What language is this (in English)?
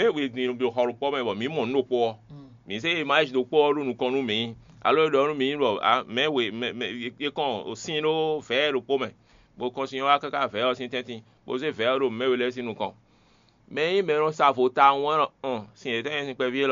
Fon